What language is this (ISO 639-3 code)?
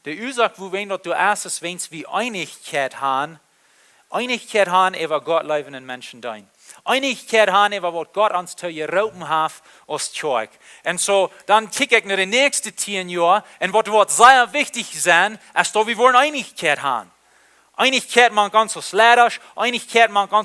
pdt